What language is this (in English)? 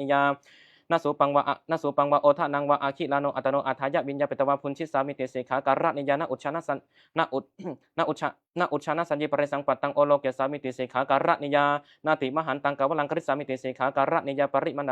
Pali